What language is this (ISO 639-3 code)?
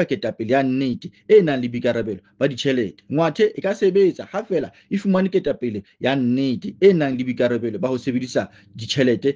sot